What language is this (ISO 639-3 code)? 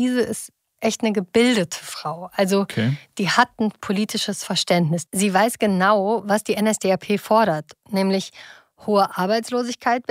deu